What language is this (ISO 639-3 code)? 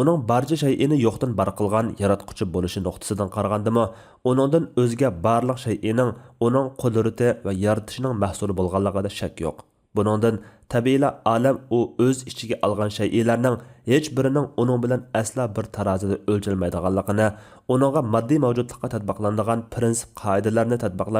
uig